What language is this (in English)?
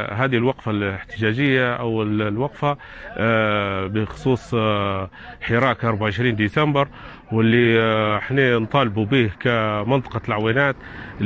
Libyan Arabic